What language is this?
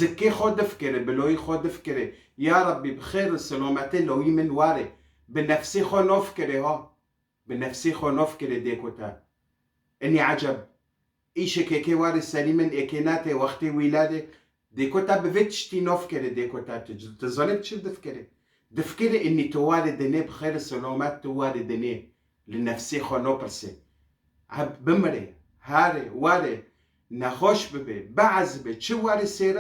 Kurdish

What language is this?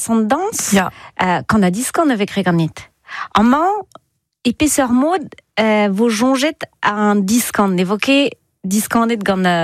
Breton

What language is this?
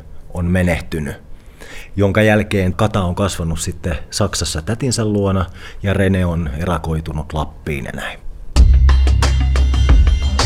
Finnish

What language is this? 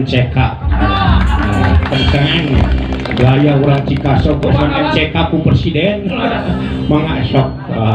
Sundanese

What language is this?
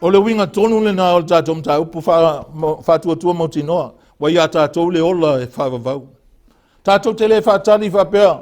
Samoan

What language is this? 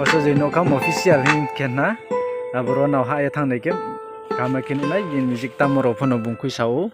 Riang (India)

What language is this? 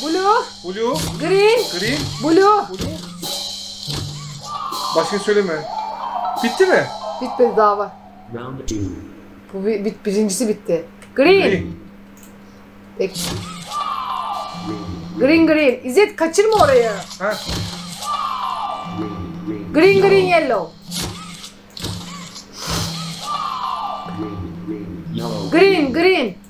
Turkish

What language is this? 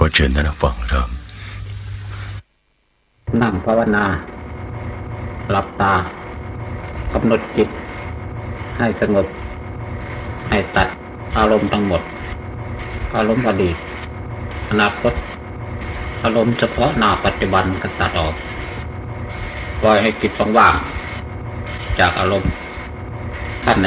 Thai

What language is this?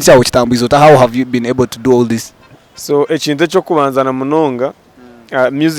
Nyankole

